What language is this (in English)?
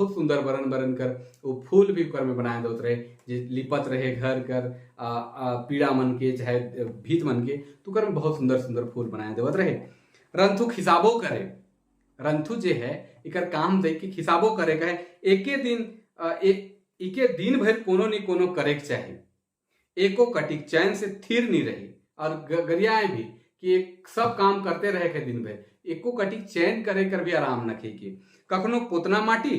Sadri